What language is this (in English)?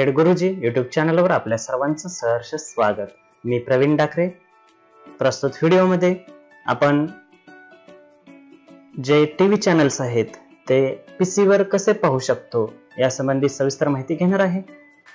Marathi